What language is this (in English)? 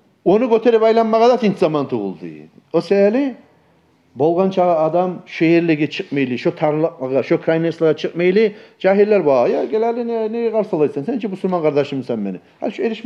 Kumyk